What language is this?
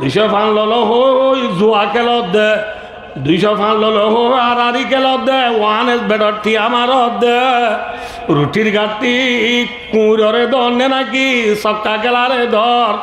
Rohingya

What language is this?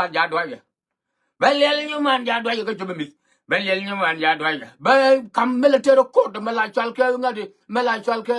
Nuer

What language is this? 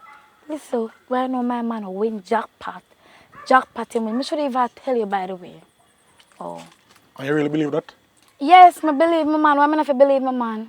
Jamaican Creole English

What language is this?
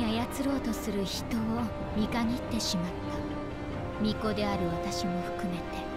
Japanese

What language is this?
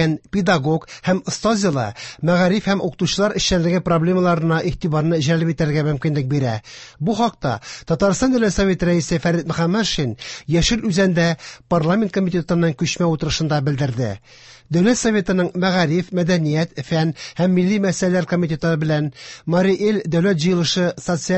Tatar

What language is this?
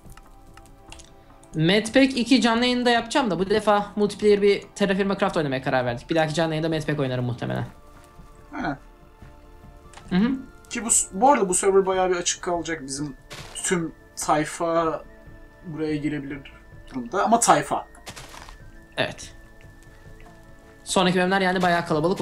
Turkish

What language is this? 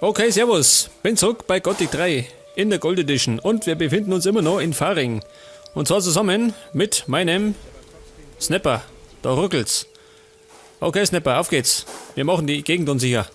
Bavarian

